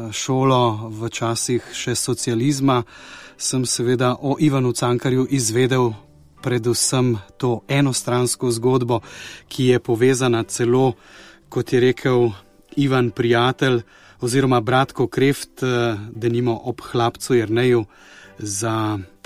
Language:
Slovenian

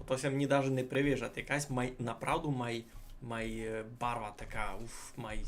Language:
Rusyn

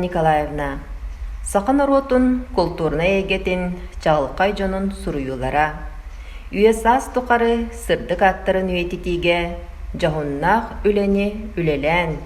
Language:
Yakut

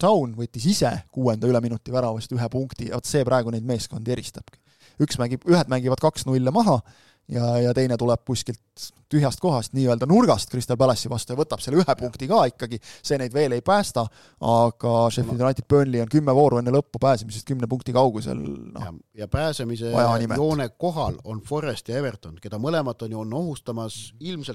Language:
Estonian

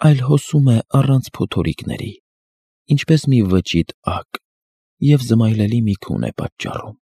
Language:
Armenian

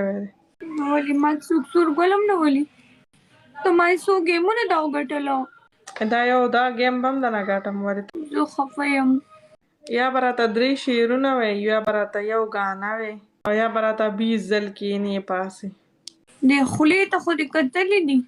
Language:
Pashto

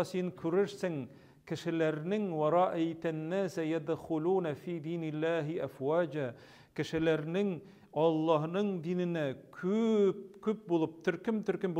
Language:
Tatar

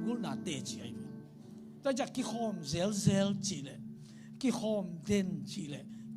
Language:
Tedim Chin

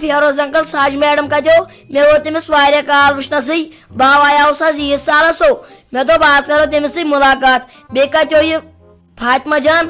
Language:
Kashmiri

